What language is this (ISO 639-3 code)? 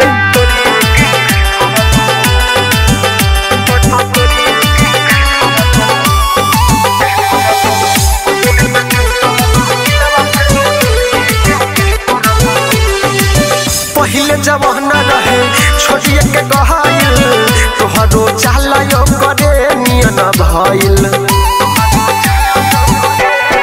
bho